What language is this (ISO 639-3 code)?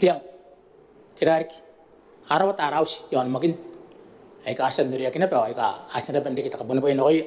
gil